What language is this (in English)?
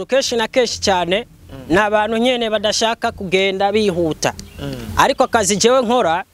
Rundi